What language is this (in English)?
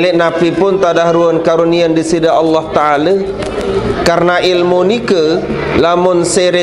Sasak